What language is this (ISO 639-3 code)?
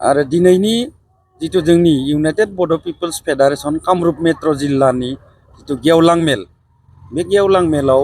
brx